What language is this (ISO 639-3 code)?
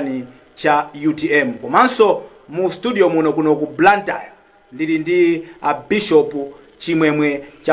nya